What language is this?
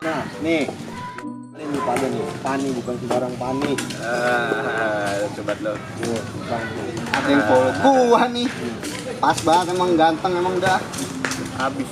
Betawi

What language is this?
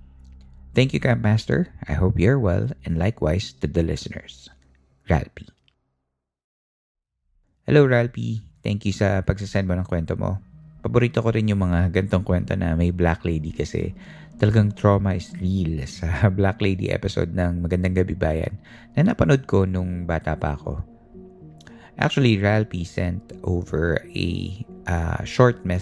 Filipino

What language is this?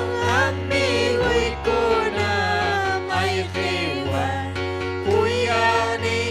Ayacucho Quechua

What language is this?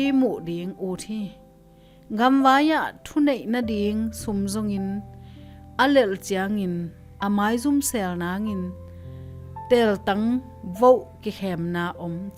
Tedim Chin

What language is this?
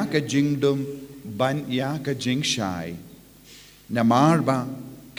Khasi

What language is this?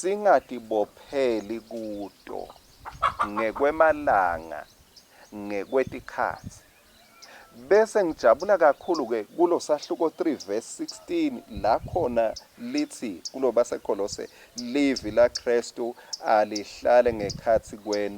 Swati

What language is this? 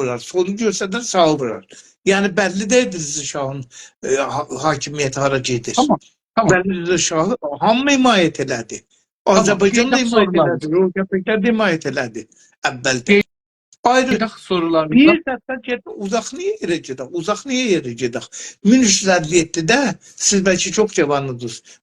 South Azerbaijani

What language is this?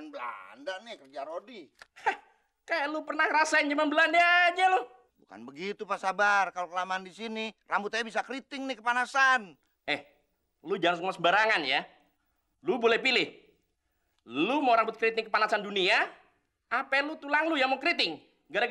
Betawi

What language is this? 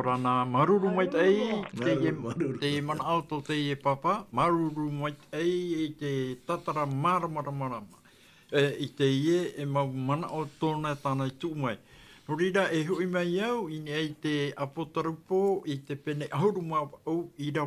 Tahitian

